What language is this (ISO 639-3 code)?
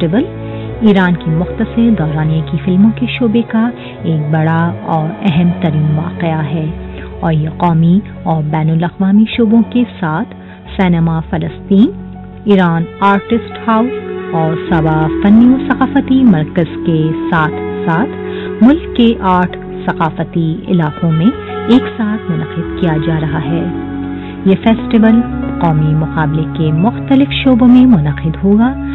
urd